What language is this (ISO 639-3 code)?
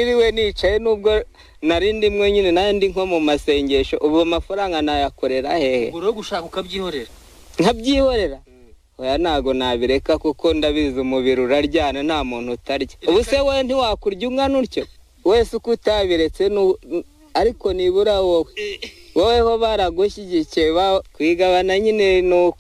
kin